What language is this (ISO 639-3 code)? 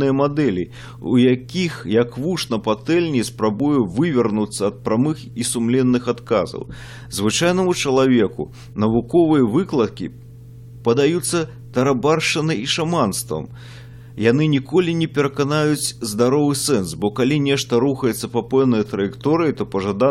bel